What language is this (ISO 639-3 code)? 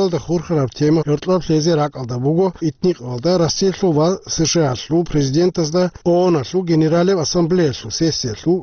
ava